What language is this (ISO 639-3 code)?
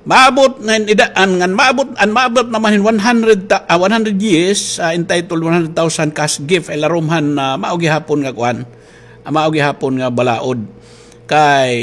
war